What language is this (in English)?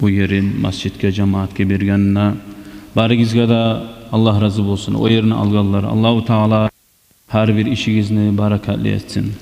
Kumyk